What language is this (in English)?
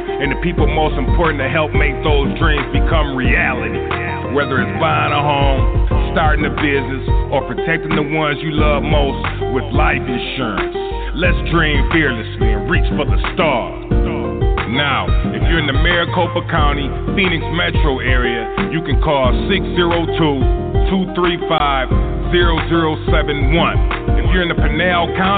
English